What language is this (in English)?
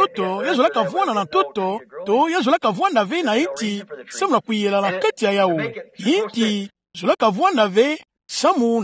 Kituba (Democratic Republic of Congo)